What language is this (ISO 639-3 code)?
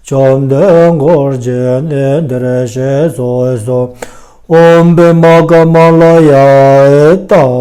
bod